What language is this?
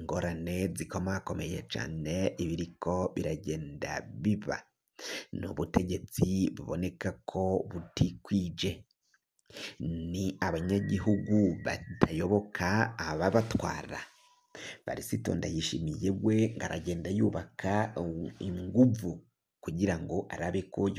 Rundi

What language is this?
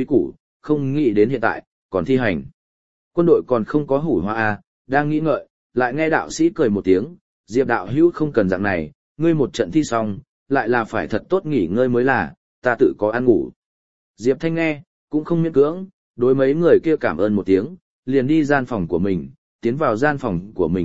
Vietnamese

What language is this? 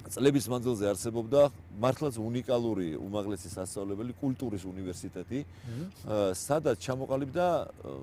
Georgian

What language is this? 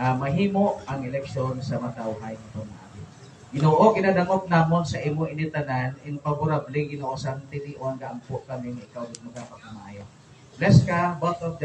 Hiligaynon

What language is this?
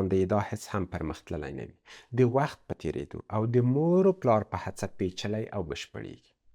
Pashto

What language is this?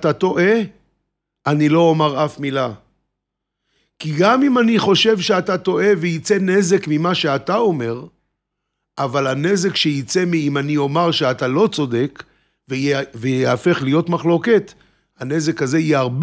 Hebrew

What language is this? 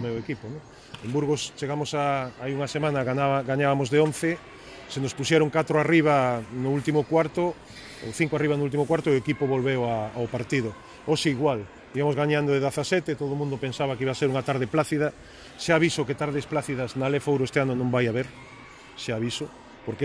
Galician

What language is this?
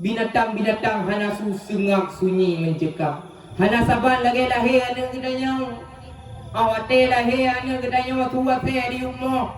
Achinese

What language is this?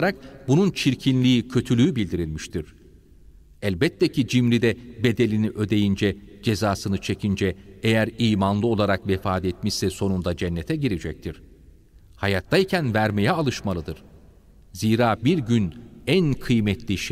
Turkish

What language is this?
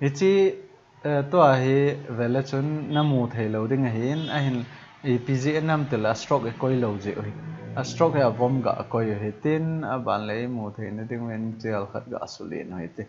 Thado Chin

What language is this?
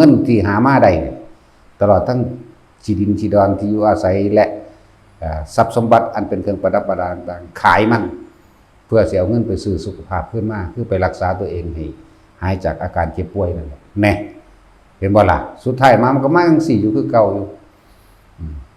Northeastern Thai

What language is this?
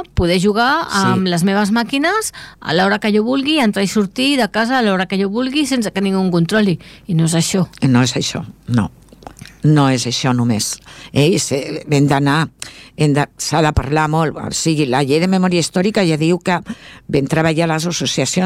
Catalan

